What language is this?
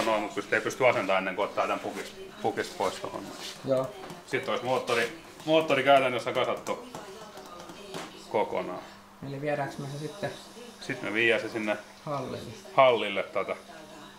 Finnish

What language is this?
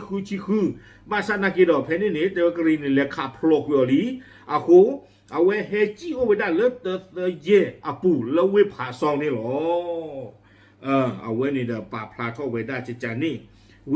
S'gaw Karen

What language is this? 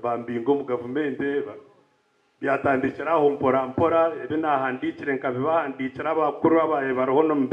Nyankole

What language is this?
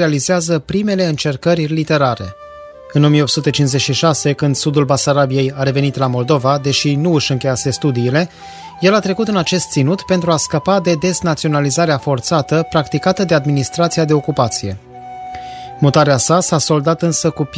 Romanian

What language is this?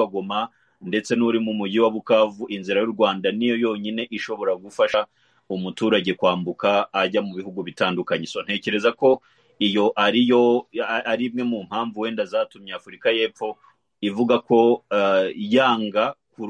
Kinyarwanda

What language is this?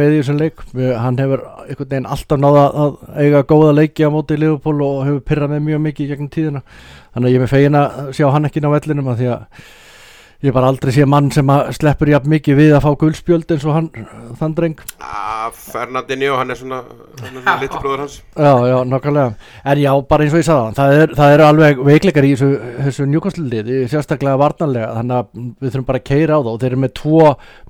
Icelandic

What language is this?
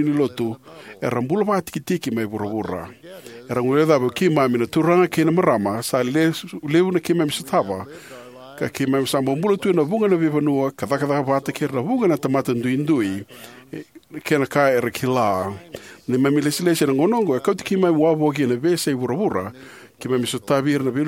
Fijian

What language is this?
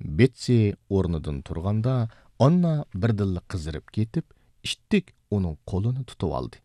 Uyghur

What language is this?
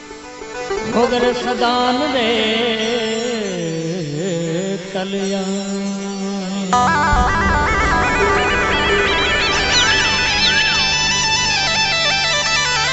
Hindi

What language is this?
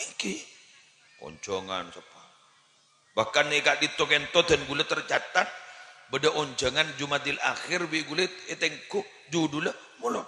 Madurese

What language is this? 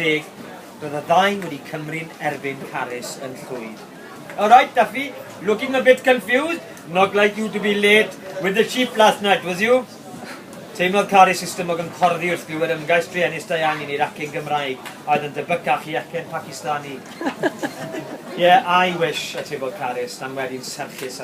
Welsh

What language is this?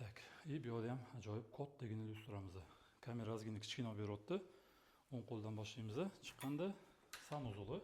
Uzbek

